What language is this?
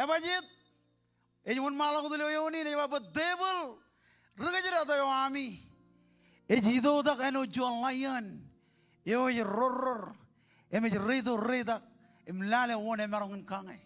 Marshallese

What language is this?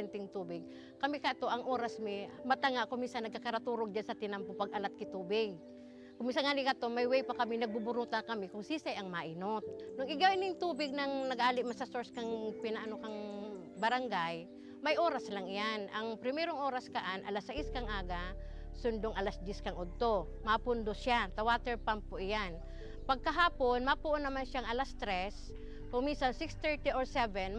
Bikol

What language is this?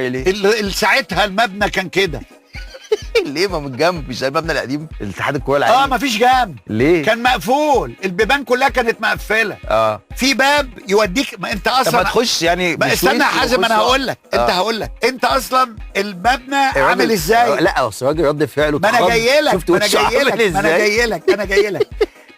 Egyptian Arabic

